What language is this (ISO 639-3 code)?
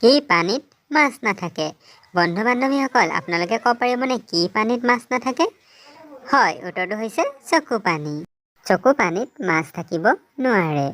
asm